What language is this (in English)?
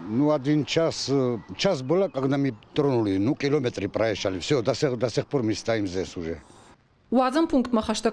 Ossetic